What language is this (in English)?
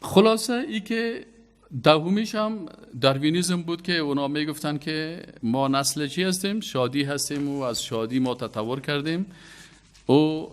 Persian